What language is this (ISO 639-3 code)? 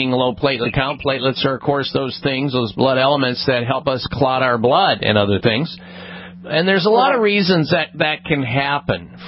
eng